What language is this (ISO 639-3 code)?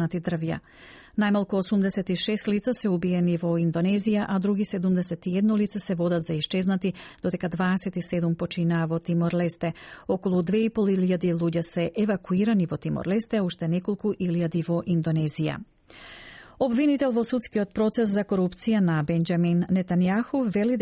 mkd